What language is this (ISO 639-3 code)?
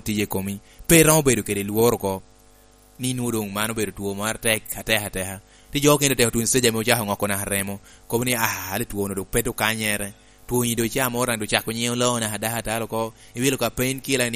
laj